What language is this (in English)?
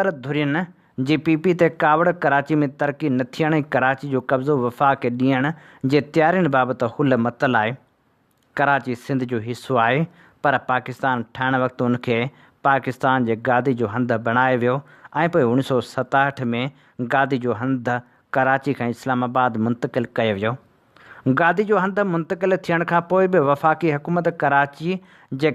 Sindhi